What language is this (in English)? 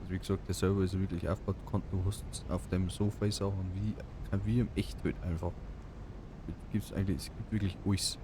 Bavarian